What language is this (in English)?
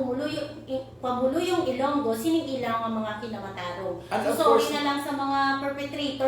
Hiligaynon